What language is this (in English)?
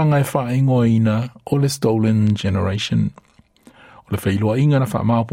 Samoan